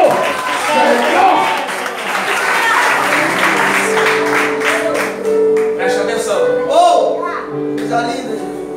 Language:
Portuguese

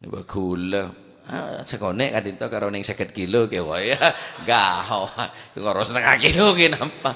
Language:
Madurese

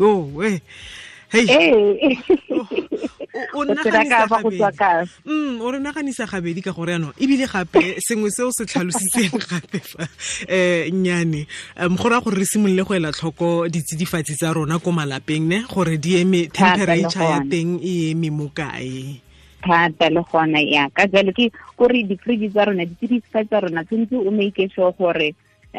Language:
Tswana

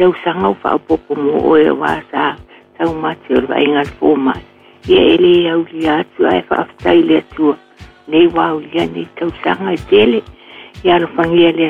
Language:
Samoan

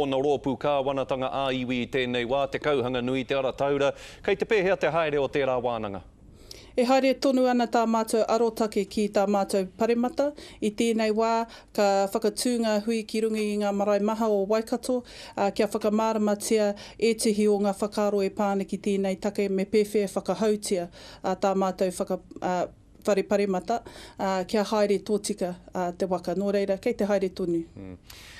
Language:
Māori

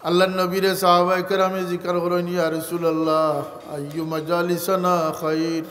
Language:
Sylheti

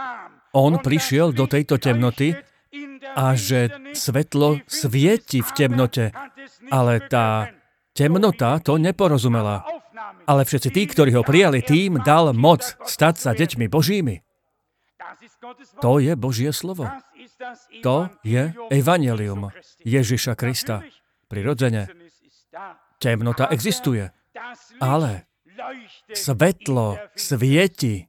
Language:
Slovak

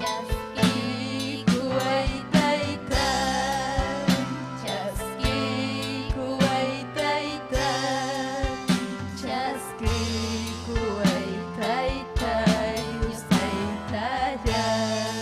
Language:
Ayacucho Quechua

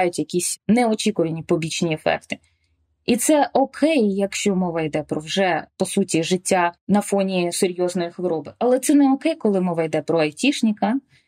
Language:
Ukrainian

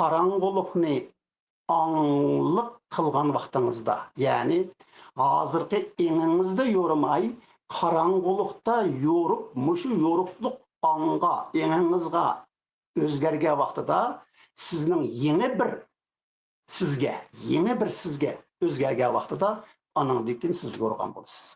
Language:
Uyghur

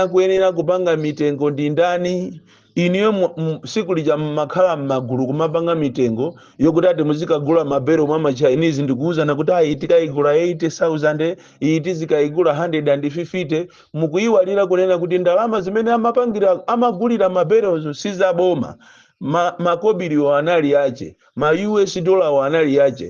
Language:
Nyanja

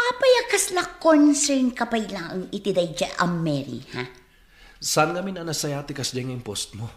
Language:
Iloko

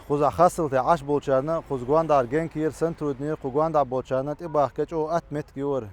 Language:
Chechen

